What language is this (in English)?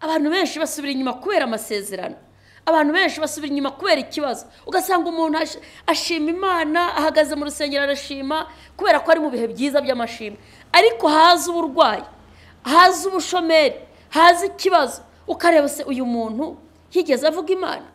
Kinyarwanda